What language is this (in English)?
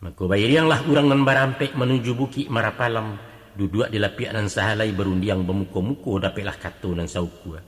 Minangkabau